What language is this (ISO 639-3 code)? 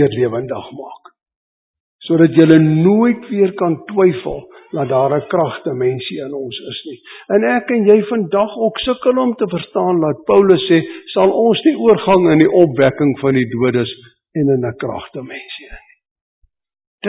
afr